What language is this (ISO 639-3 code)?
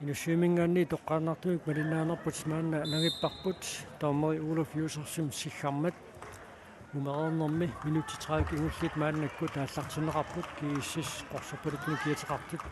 kal